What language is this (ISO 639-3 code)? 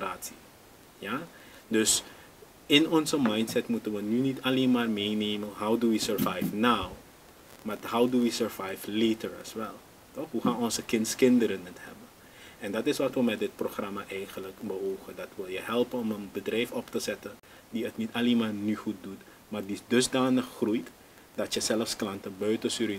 nld